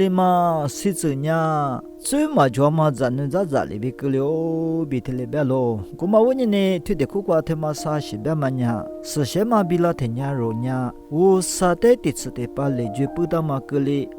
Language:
Lisu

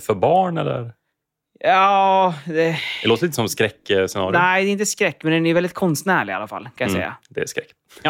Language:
Swedish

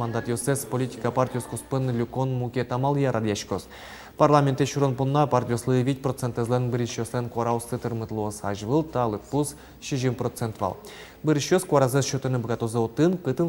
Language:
Udmurt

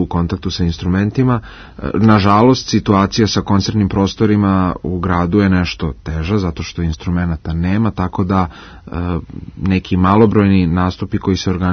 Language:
Serbian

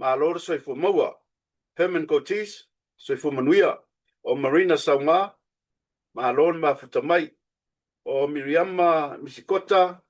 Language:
Samoan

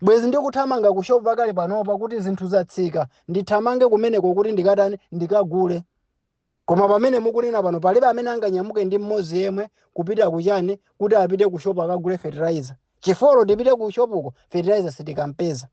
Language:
Nyanja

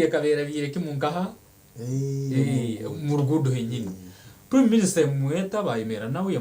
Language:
Nyankole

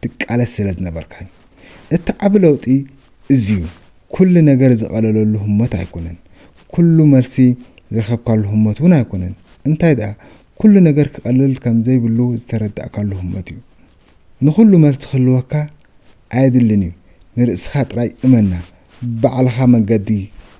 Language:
Tigrinya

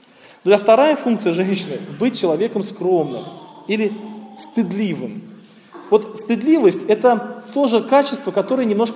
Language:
Russian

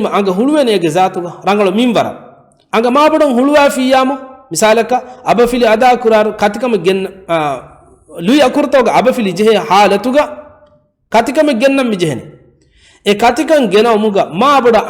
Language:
Divehi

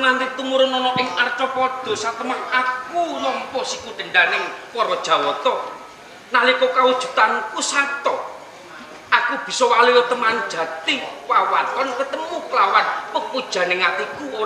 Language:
Javanese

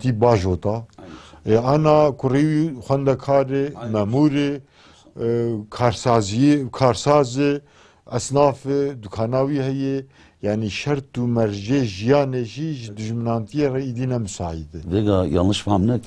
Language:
Kurdish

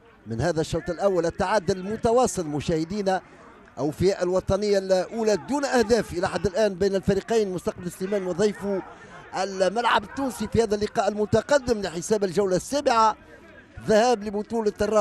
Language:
Tunisian Arabic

